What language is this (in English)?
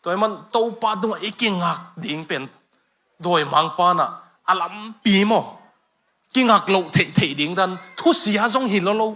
Tedim Chin